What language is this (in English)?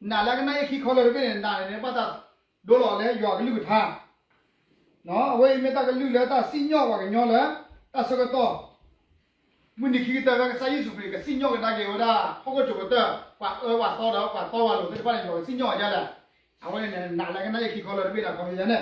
S'gaw Karen